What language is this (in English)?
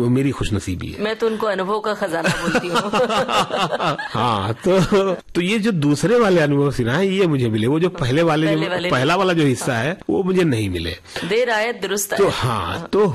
Hindi